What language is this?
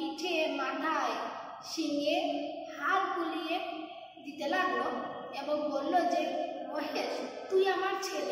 Bangla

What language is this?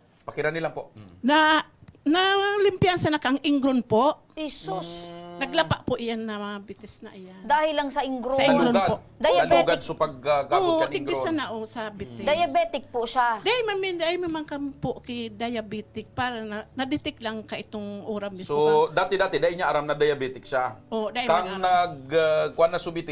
Bikol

